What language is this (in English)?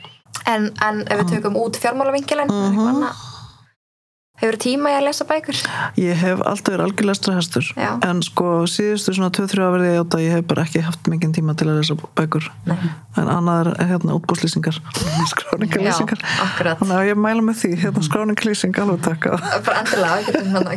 Icelandic